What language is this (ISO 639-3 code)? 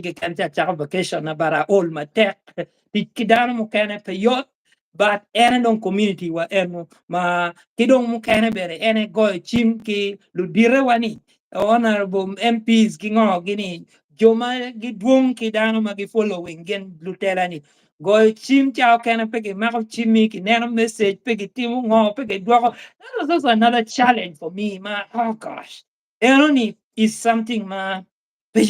ach